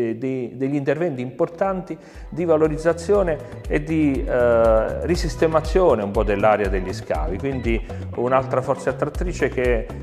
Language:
Italian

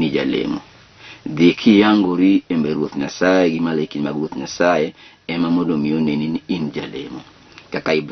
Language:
Luo (Kenya and Tanzania)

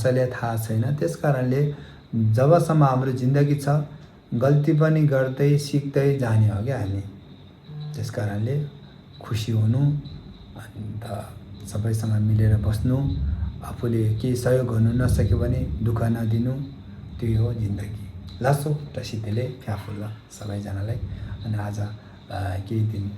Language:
Nepali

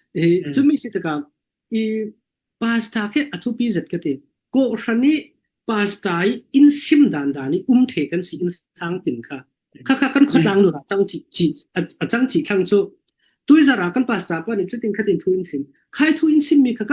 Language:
Falam Chin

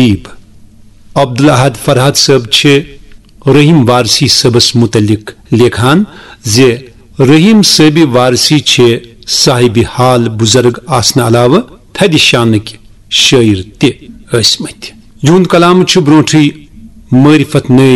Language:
Kashmiri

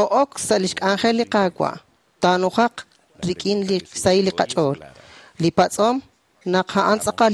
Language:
Kekchí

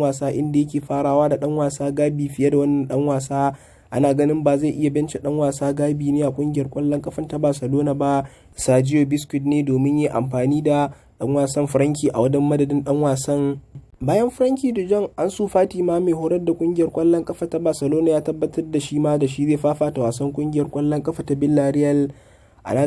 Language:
Hausa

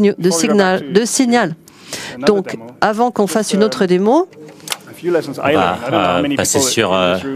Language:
French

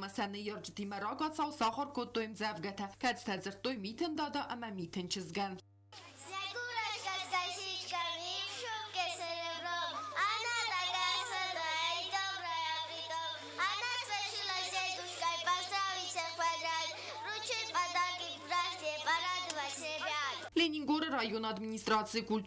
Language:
Ossetic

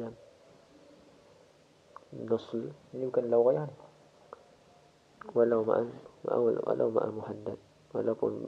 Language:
Malay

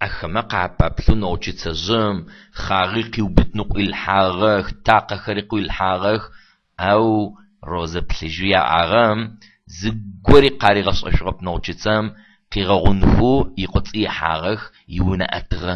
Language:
Adyghe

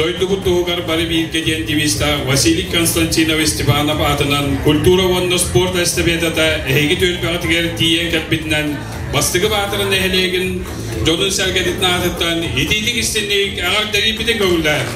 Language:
Yakut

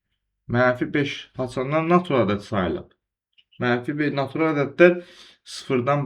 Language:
Azerbaijani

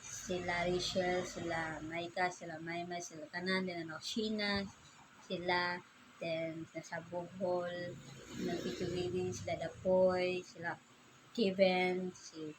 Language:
Cebuano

